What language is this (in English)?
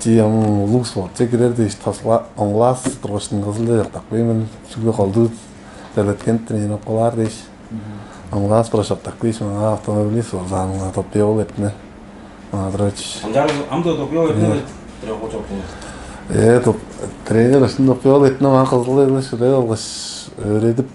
Tuvinian